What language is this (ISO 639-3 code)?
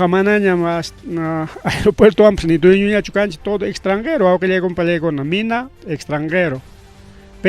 quy